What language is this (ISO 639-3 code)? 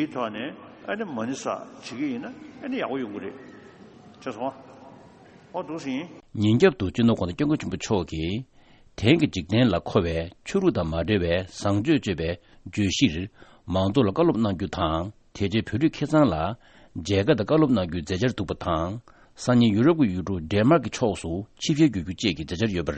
bod